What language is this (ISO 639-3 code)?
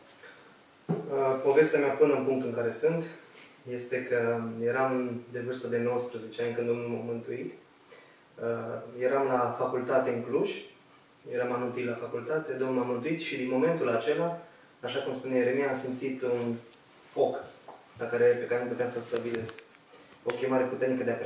ron